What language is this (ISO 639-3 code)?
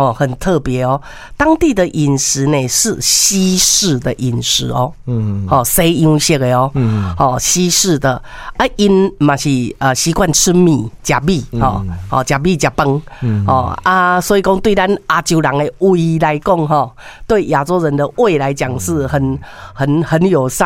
nan